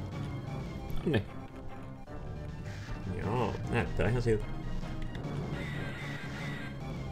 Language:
Finnish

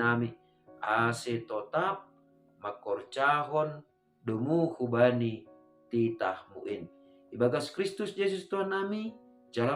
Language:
Batak Simalungun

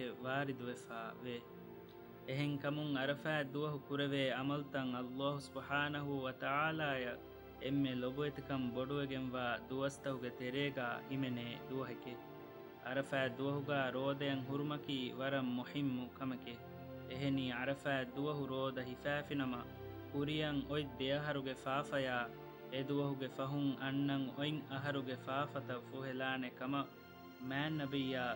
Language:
Divehi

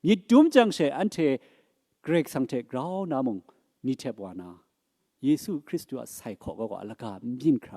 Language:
Kachin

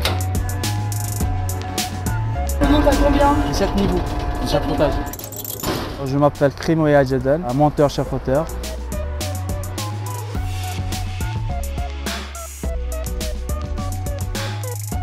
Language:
French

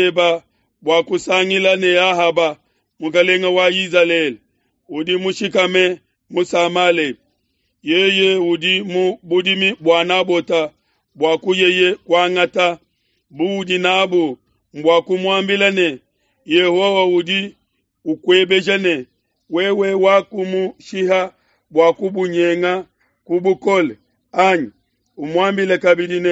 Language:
Luba-Lulua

